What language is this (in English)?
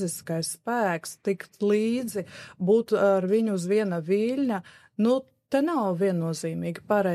Latvian